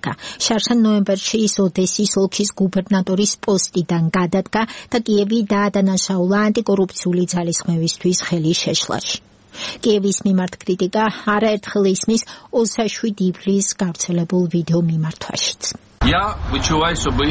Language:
Georgian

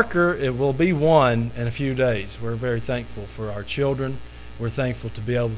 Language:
English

